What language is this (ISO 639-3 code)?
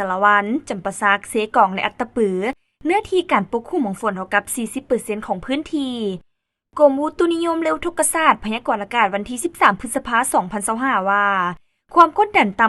lao